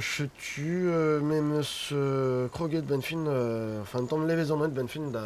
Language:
Breton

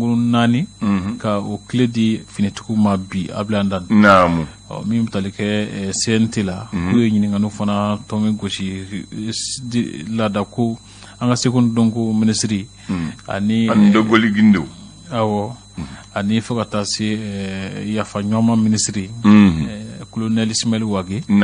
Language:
Bambara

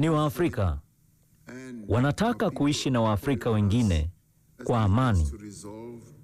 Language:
Swahili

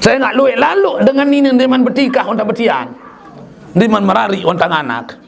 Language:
Sasak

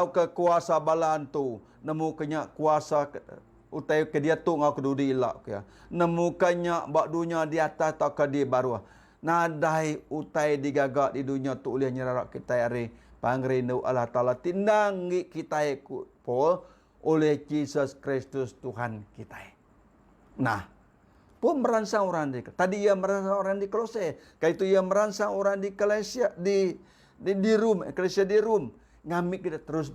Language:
Iban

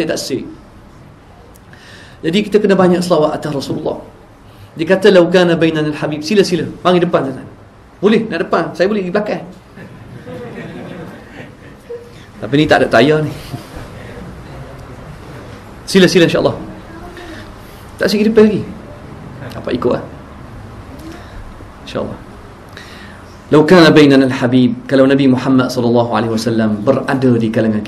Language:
Malay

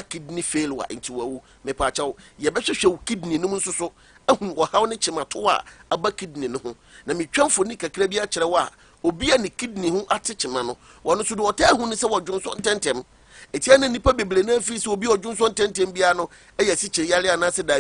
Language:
Akan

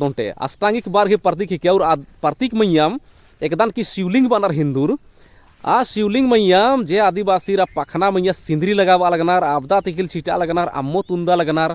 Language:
Kurukh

